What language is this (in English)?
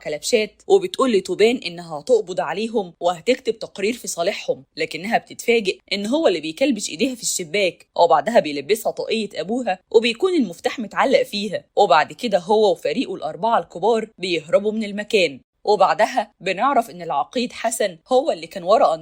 Egyptian Arabic